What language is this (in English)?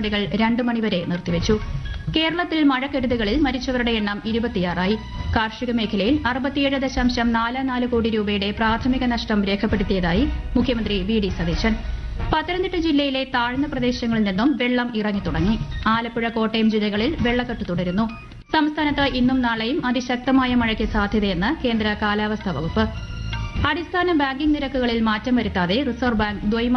Malayalam